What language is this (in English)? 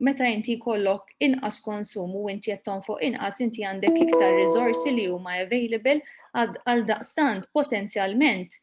Maltese